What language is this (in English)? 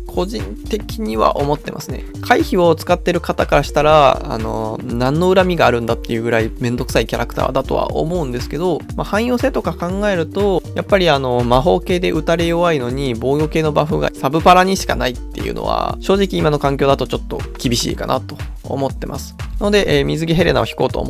Japanese